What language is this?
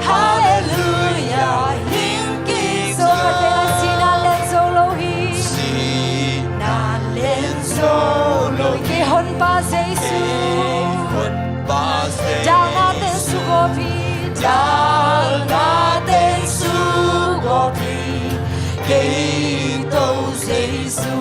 Tedim Chin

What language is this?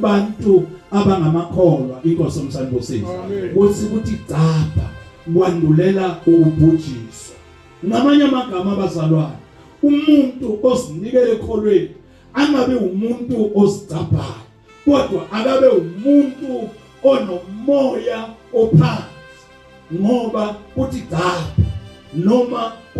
Zulu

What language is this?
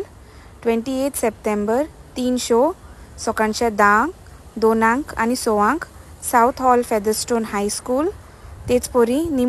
Konkani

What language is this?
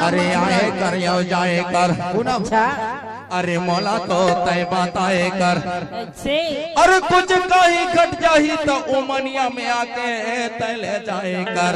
Chhattisgarhi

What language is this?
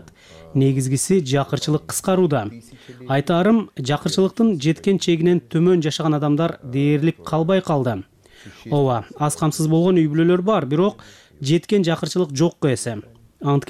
Kyrgyz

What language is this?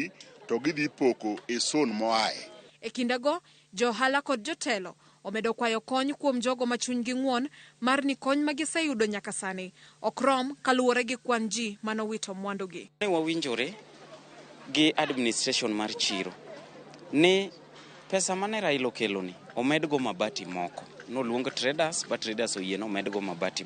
Luo (Kenya and Tanzania)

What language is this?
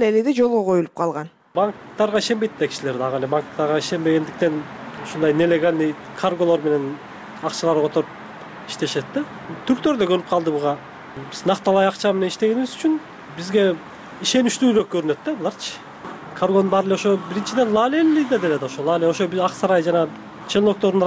Kyrgyz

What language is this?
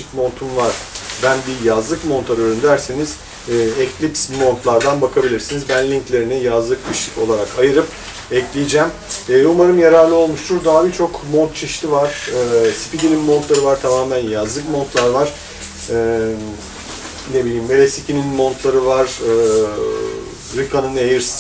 Turkish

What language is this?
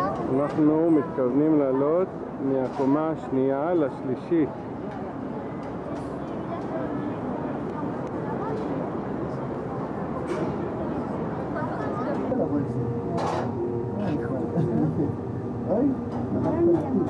Hebrew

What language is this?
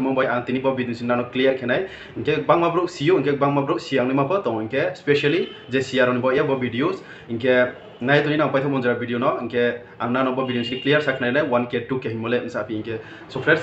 Riang (India)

